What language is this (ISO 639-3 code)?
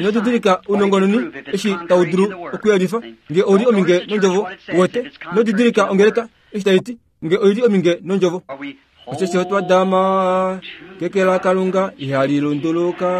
kua